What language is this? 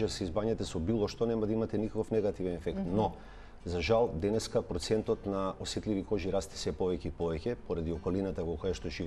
Macedonian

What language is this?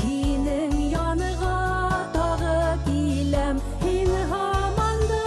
Bashkir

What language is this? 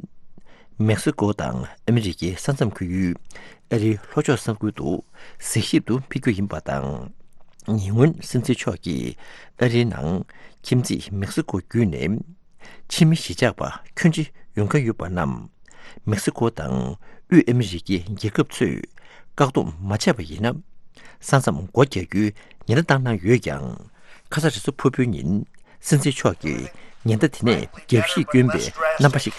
Tibetan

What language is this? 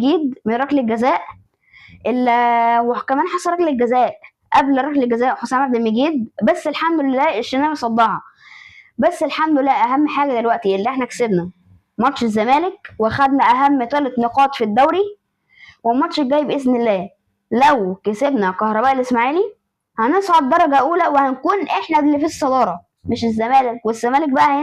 Egyptian Arabic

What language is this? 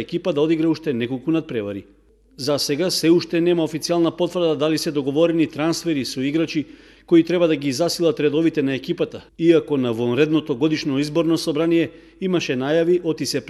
Macedonian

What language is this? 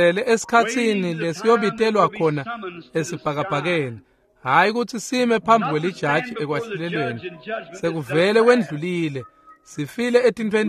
Swati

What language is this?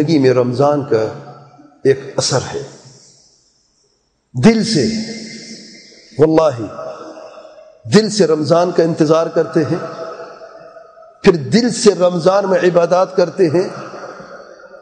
Urdu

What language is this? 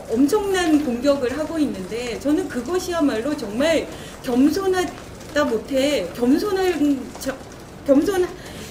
Korean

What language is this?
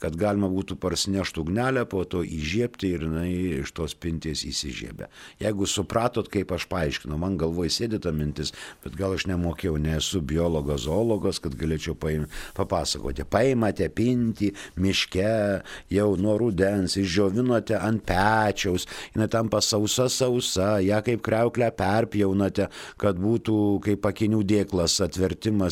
Lithuanian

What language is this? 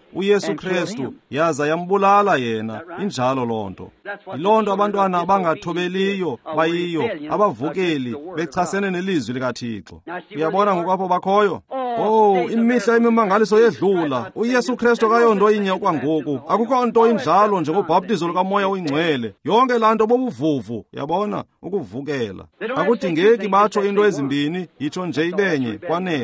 Xhosa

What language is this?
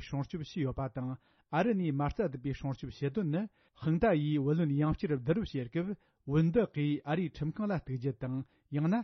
Tibetan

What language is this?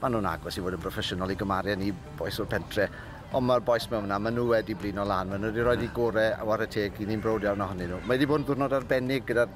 Welsh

